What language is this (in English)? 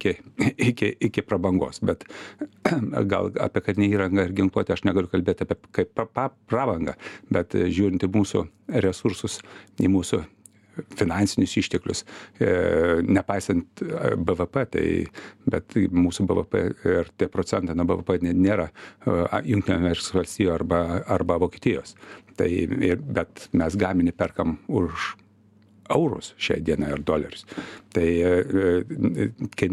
Lithuanian